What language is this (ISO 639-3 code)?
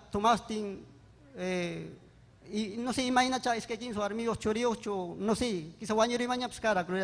quy